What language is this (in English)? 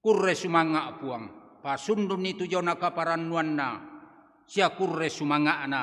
Toraja-Sa'dan